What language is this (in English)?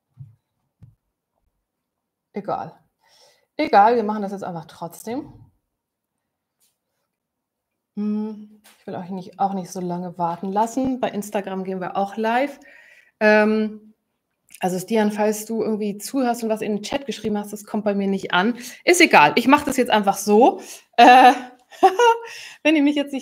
German